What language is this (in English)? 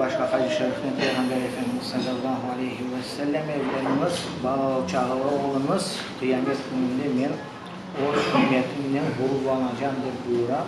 Crimean Tatar